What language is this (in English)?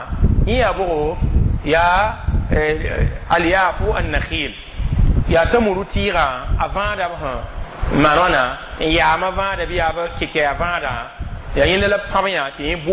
Mossi